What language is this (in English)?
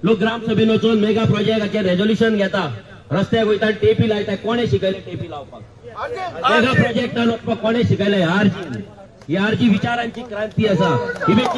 Konkani